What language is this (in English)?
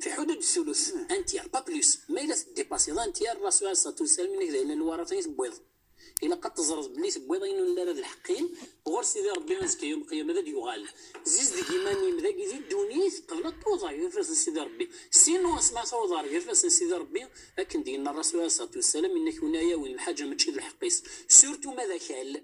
Moroccan Arabic